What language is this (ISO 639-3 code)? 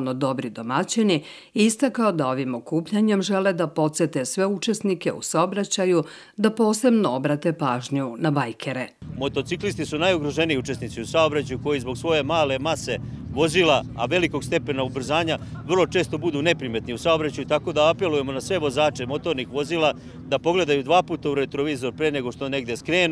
srp